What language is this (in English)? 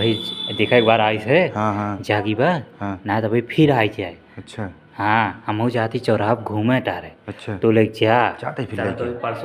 Awadhi